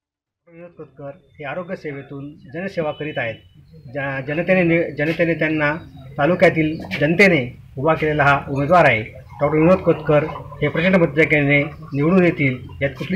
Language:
Marathi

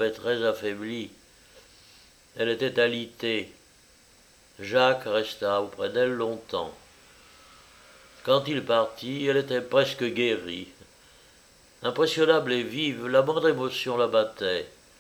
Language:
French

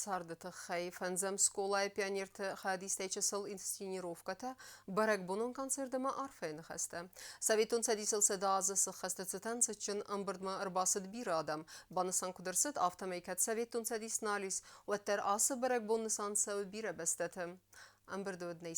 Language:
Ossetic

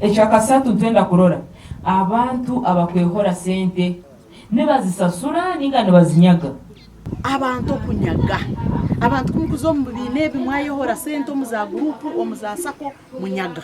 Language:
Nyankole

